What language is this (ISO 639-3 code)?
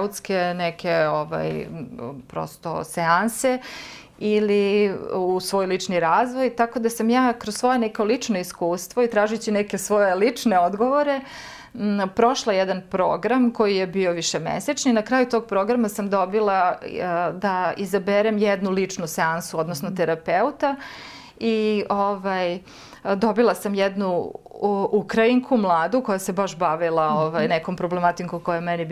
srp